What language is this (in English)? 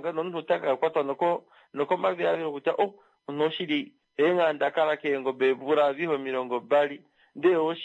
Kuanyama